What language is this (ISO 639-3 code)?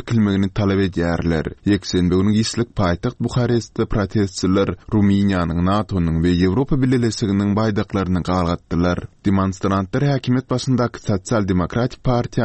tuk